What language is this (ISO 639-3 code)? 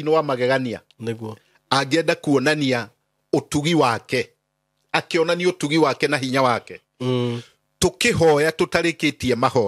kik